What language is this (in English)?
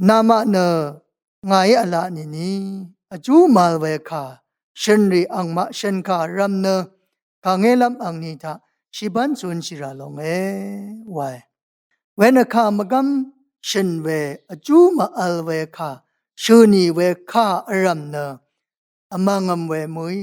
Rawang